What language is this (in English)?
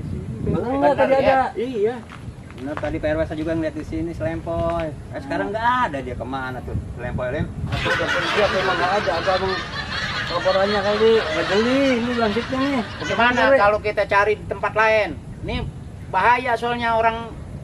Betawi